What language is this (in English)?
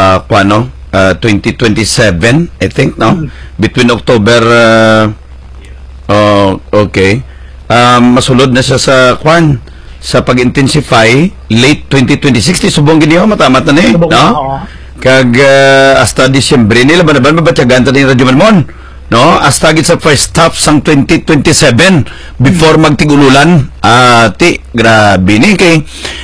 Hiligaynon